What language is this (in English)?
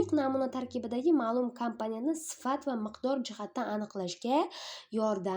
Uzbek